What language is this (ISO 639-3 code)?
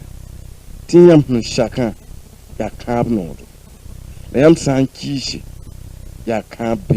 mos